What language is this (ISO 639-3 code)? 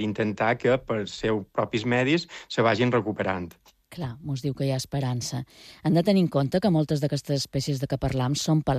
cat